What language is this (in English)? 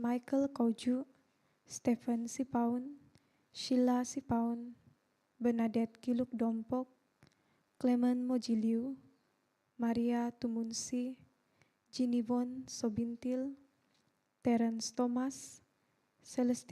Central Dusun